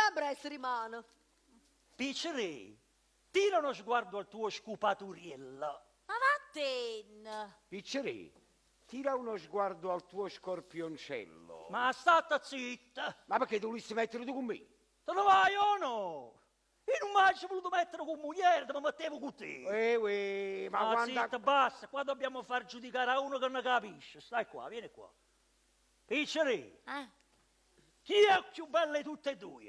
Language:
Neapolitan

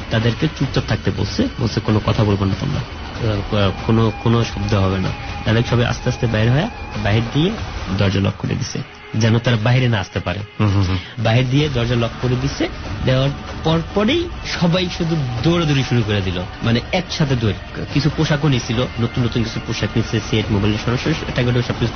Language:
Bangla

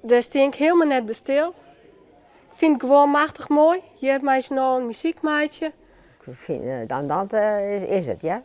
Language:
Western Frisian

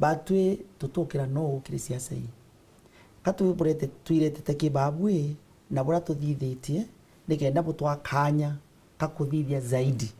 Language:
Meru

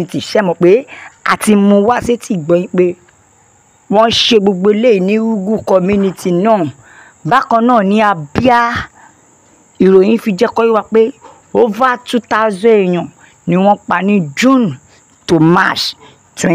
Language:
Yoruba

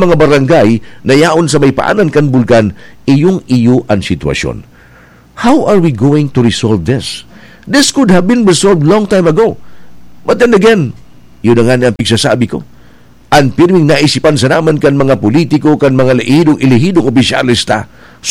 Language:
Bikol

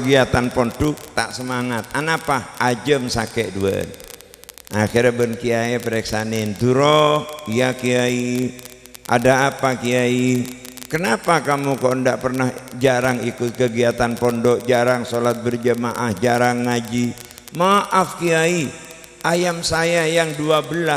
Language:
Madurese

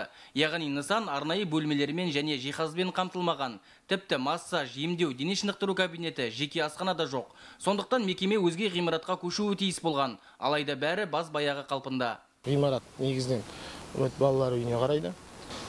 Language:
Kazakh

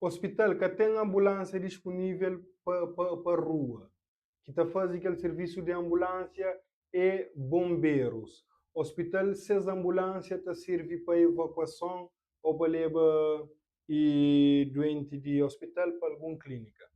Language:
Kabuverdianu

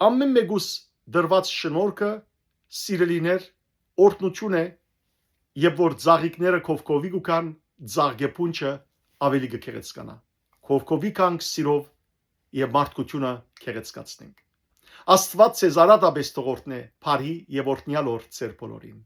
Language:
Western Armenian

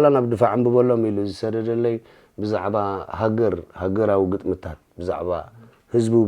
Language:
Tigrinya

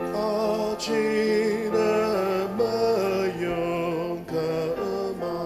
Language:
Ao Naga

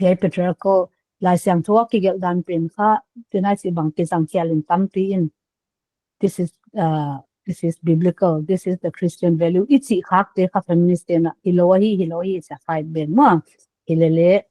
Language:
Paite Chin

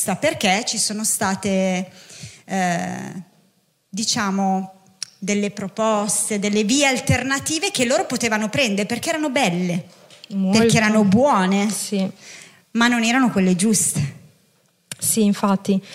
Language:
Italian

